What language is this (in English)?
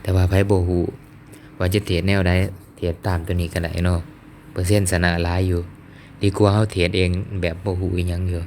Lao